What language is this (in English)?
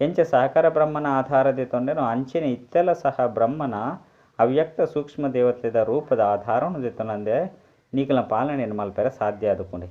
Tulu